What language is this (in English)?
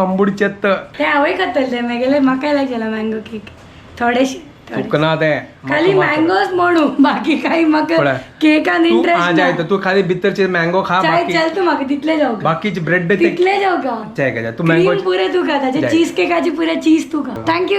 Konkani